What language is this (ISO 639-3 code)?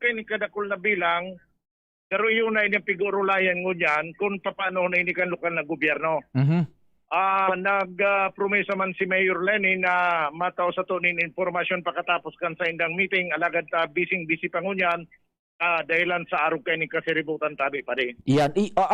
bik